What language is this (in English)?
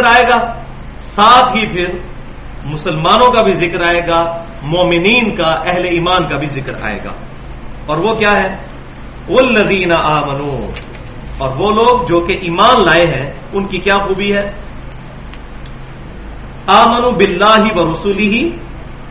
Urdu